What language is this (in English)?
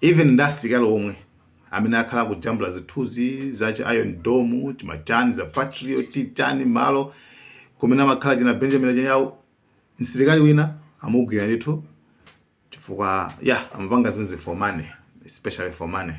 Nyanja